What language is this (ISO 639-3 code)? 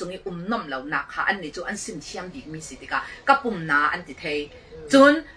cfm